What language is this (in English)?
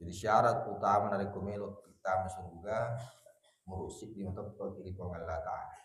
Buginese